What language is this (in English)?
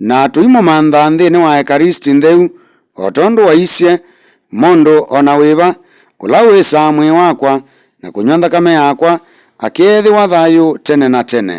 Kamba